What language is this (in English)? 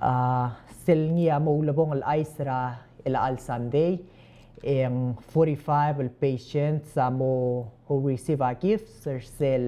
Palauan